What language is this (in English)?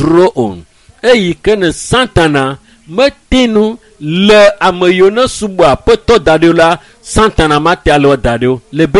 Ewe